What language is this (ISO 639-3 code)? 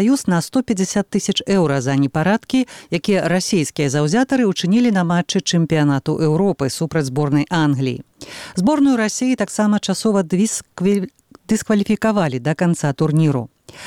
bel